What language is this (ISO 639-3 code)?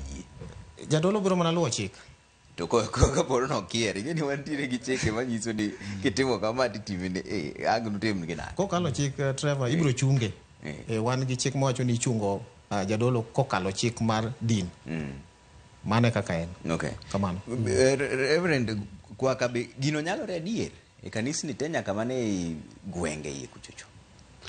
luo